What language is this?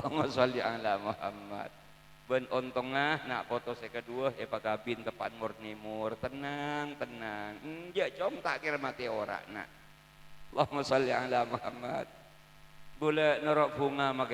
Madurese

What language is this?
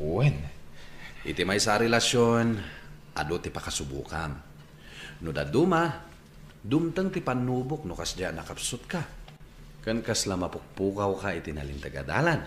Iloko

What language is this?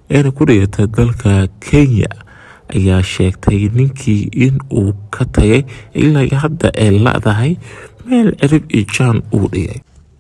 Somali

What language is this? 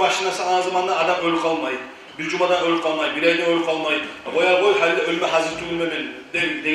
Kumyk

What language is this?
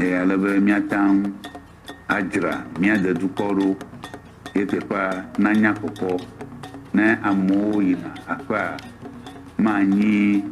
Ewe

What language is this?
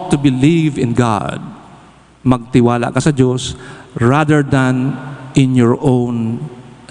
Bikol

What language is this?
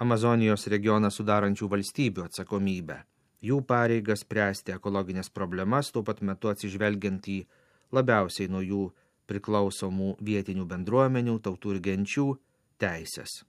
Lithuanian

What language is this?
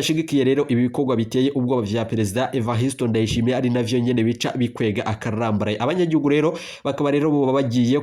Rundi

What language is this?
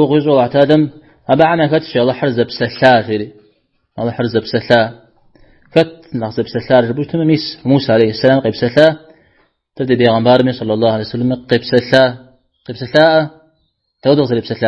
Kabardian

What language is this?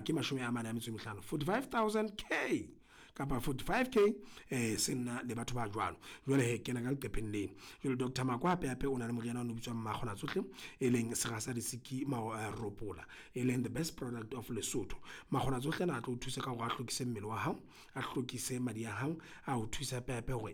Southern Sotho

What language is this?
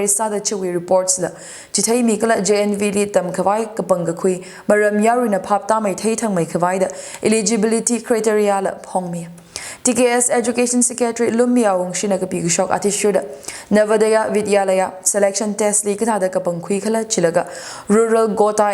Tangkhul Naga (India)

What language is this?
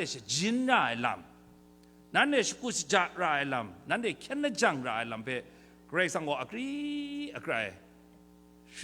Kachin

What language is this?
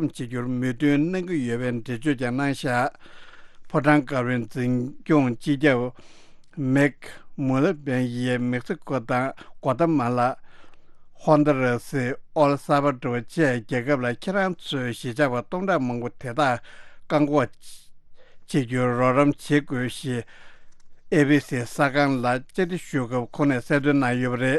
Tibetan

